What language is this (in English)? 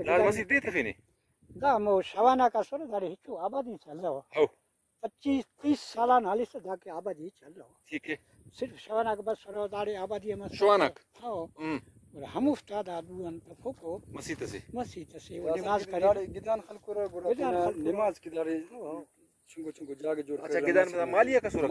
Brahui